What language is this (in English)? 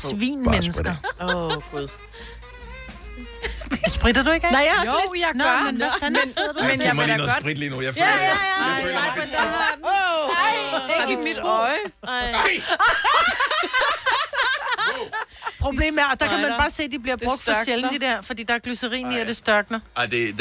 Danish